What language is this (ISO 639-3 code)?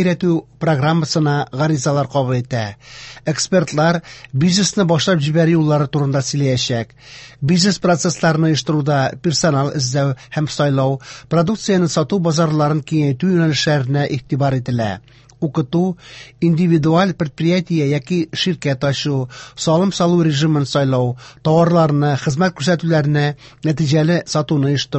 tat